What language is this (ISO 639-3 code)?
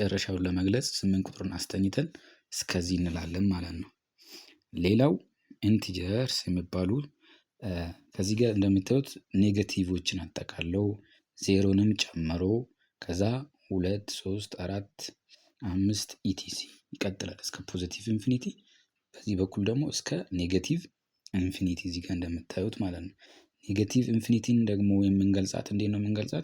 amh